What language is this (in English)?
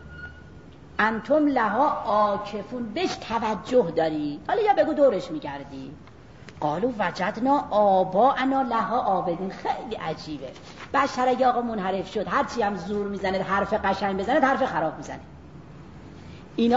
Persian